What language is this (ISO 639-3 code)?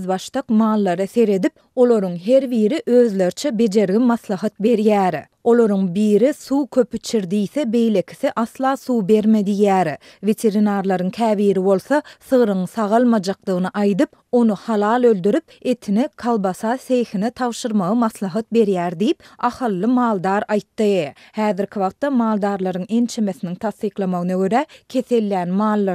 tuk